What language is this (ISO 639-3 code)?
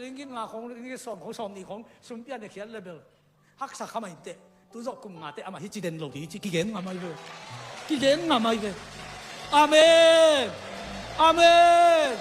ctd